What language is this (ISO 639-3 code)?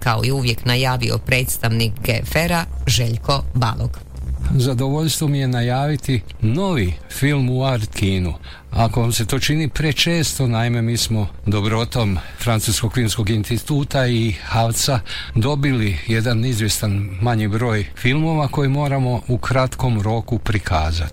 hrv